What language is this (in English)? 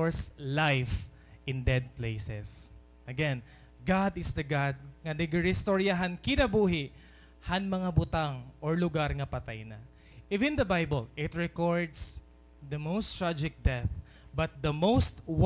Waray